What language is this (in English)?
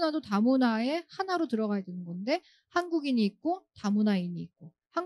Korean